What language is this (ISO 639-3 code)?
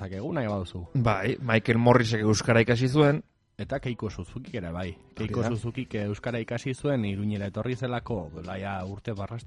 eus